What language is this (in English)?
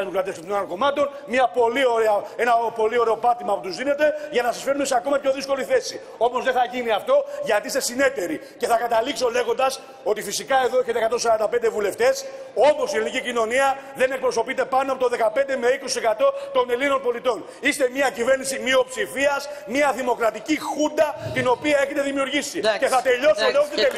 Greek